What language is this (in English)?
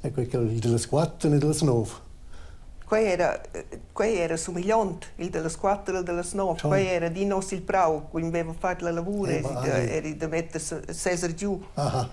Romansh